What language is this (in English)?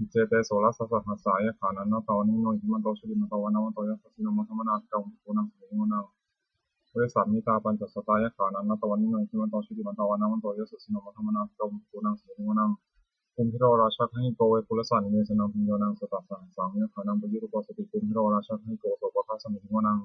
Pali